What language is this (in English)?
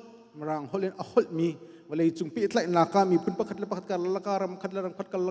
Hakha Chin